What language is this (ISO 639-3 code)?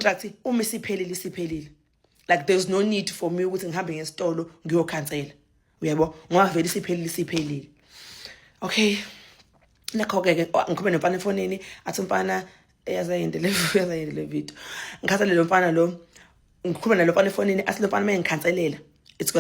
zul